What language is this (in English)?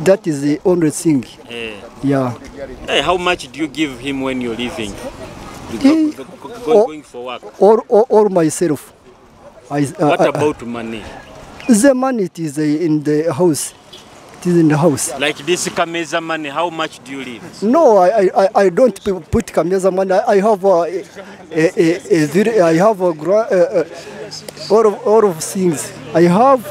Nyoro